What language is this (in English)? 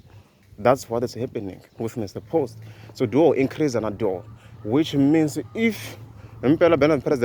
Tsonga